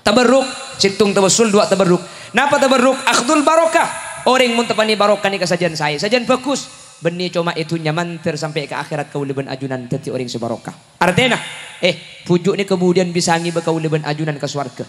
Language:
Madurese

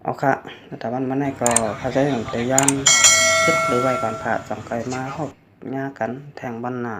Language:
Shan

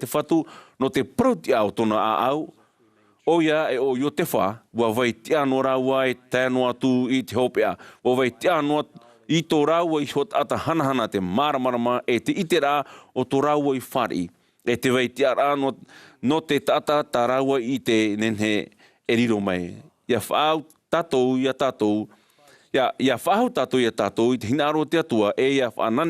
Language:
Tahitian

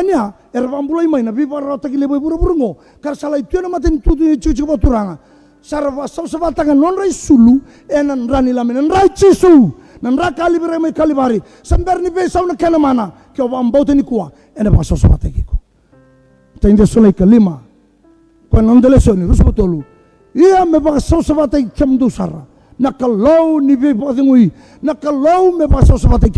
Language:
Fijian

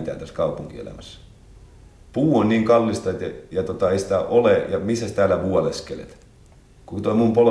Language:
Finnish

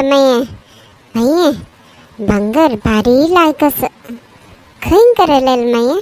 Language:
Konkani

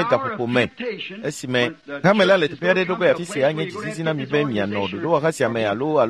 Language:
Ewe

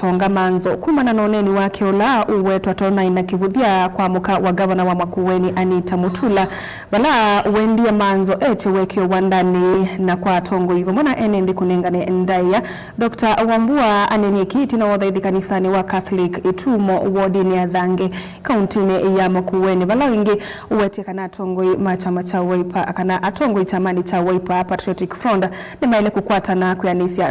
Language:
Kamba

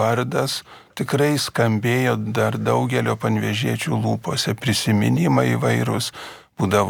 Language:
Lithuanian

